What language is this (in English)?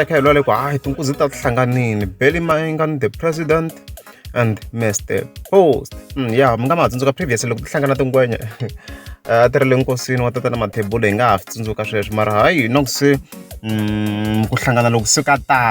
Tsonga